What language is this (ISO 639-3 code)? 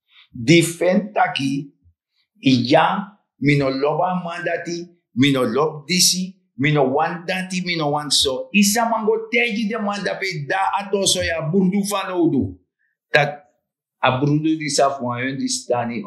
srn